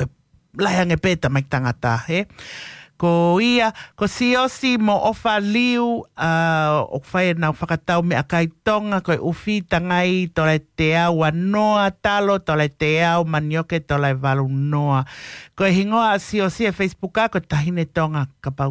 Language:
Tongan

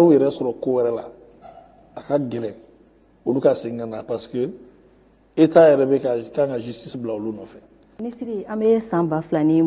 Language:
Bambara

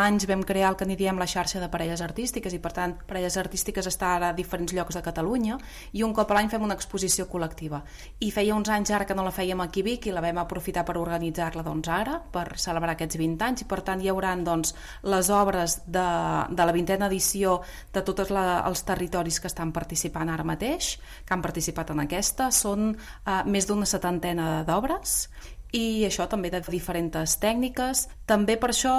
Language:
Catalan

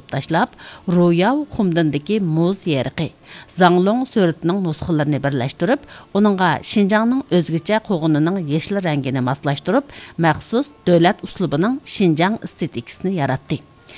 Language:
Uyghur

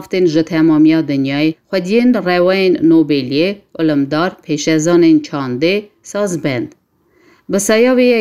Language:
Kurdish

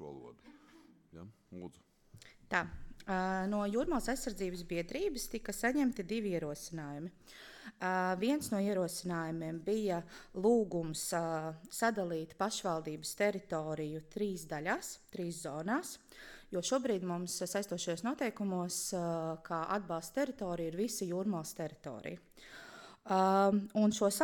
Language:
Latvian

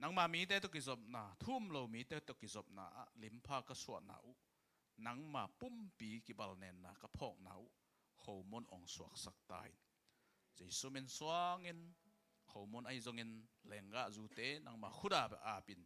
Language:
Tedim Chin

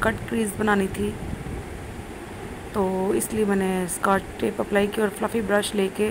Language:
Hindi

